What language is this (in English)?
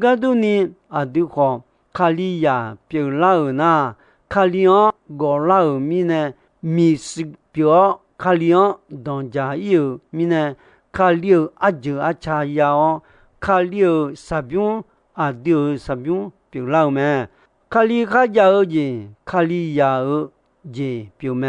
Akha